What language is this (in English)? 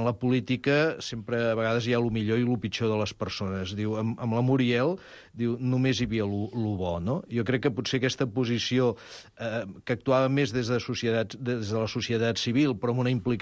Catalan